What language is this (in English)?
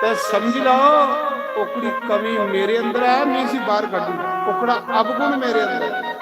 Dogri